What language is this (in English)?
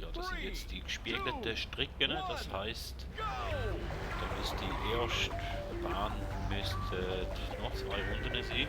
Swiss German